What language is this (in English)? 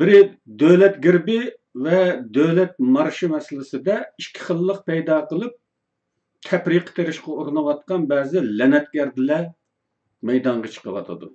Uyghur